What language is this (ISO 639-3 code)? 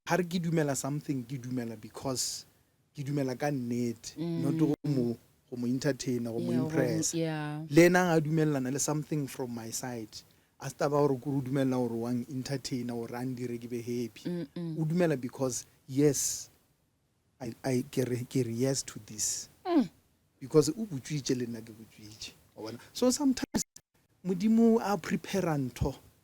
nso